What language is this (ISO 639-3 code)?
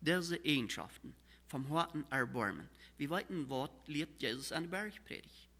pdt